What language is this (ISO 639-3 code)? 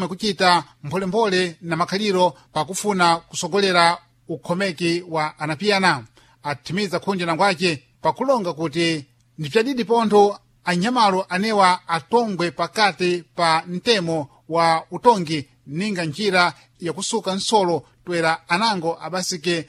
seh